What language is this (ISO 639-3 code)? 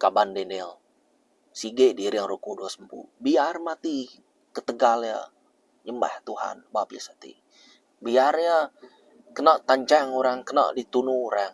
iba